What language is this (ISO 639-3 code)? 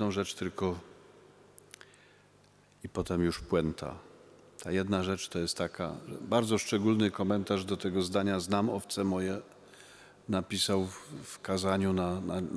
pol